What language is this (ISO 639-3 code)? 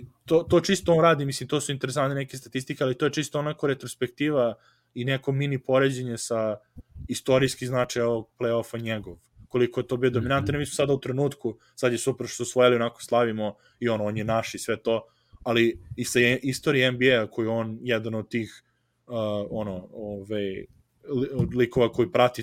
srp